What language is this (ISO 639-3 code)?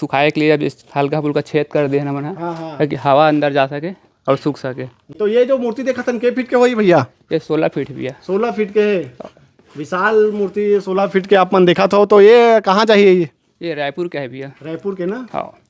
hne